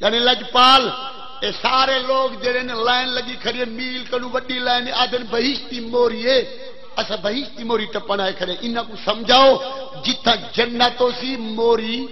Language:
Saraiki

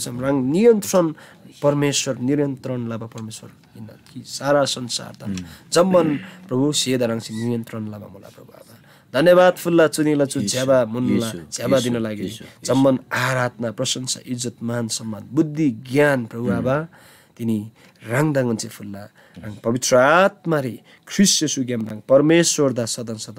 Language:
Eastern Tamang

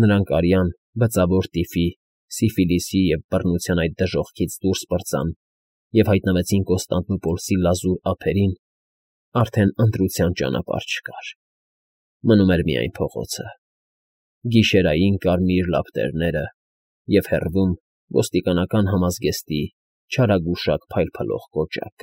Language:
Armenian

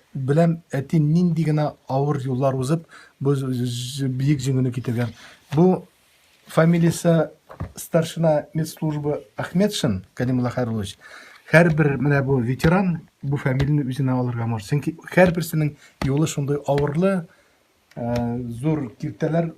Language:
Tatar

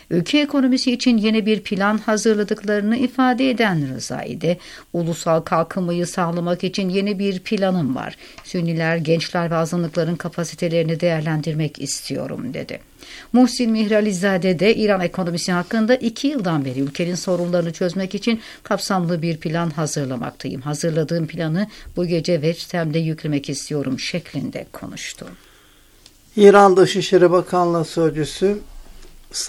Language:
Turkish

